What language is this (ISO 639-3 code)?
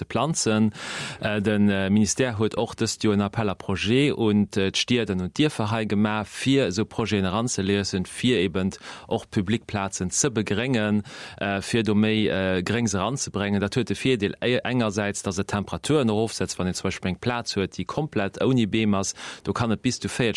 ltz